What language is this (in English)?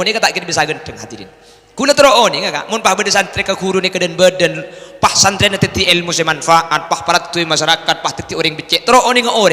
Madurese